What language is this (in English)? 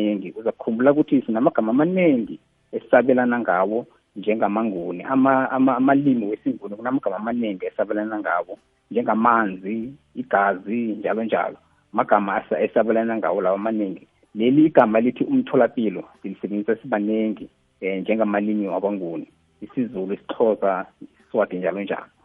South Ndebele